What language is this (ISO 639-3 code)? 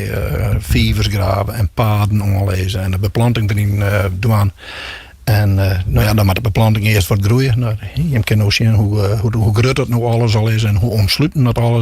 fry